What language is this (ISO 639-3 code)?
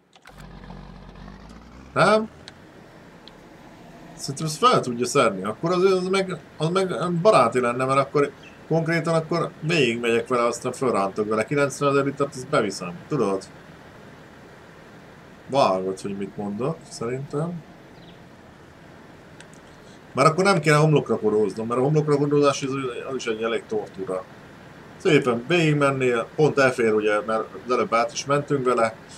hun